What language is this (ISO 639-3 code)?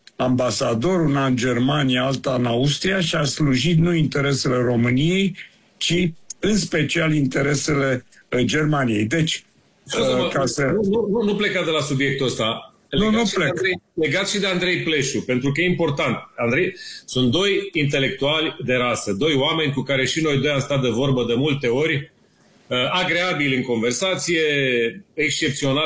ron